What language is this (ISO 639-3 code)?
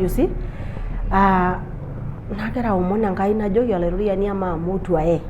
mas